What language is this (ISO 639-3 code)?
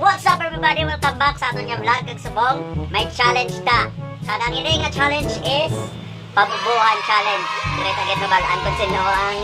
hil